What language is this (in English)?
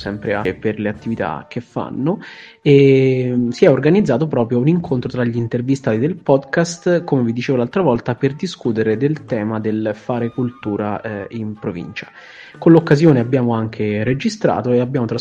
Italian